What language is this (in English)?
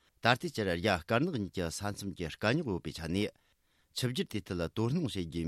Tibetan